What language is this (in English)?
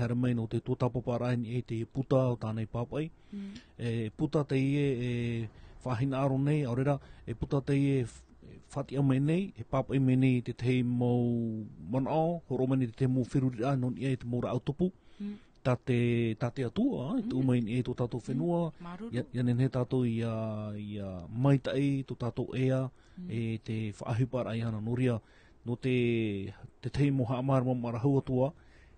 Tahitian